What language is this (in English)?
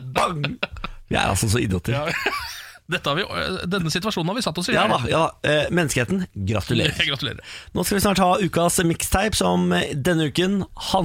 Norwegian